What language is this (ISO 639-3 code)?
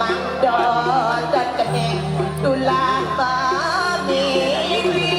ban